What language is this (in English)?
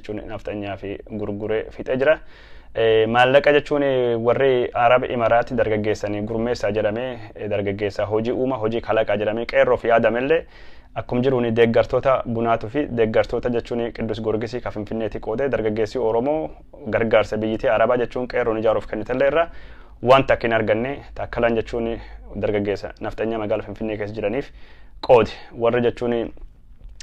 Oromo